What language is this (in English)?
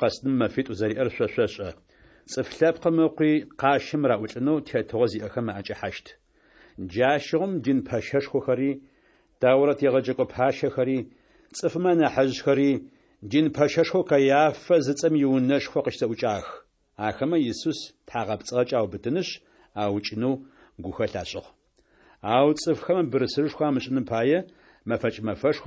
Adyghe